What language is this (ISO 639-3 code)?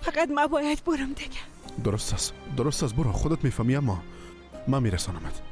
fas